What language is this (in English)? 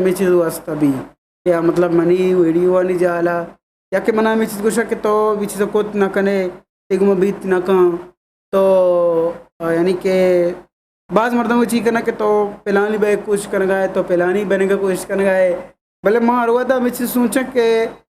Eastern Balochi